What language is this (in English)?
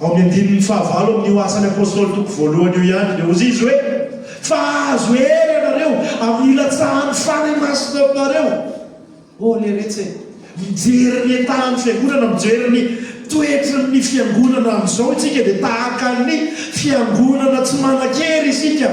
Malagasy